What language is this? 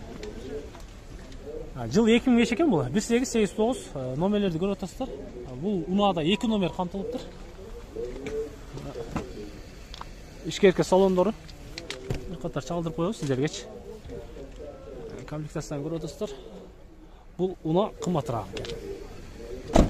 Kyrgyz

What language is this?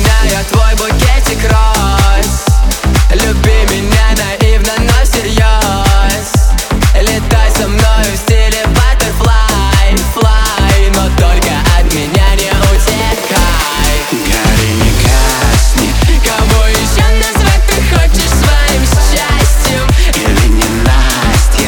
Russian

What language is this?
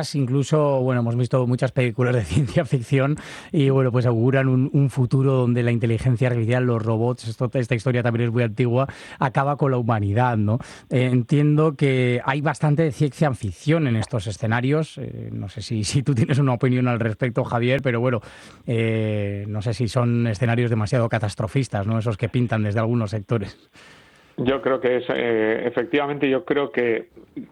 Spanish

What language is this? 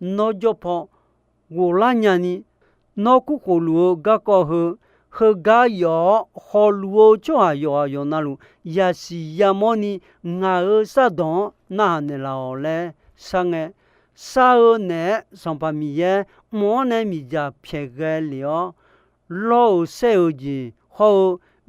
Akha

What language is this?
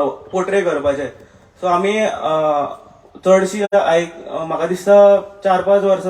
Konkani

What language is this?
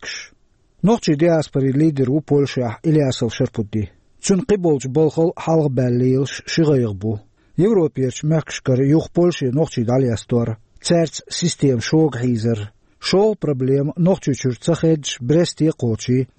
Chechen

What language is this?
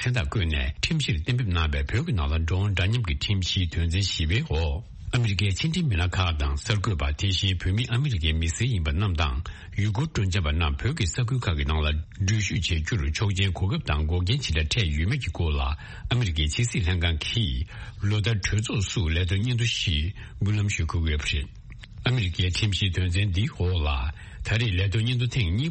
Tibetan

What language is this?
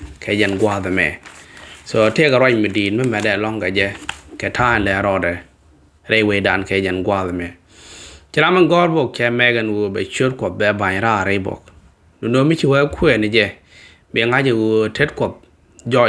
Nuer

